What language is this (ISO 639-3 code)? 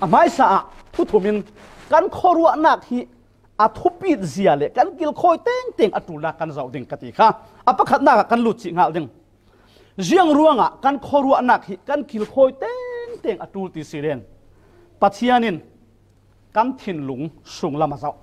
cfm